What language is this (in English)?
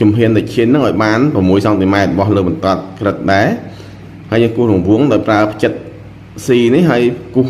Khmer